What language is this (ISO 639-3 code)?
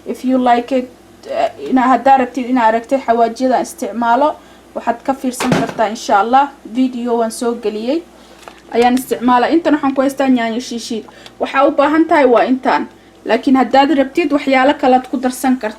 som